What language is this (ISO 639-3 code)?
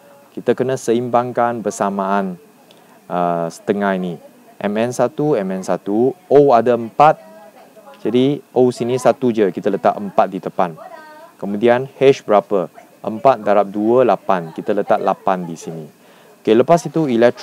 msa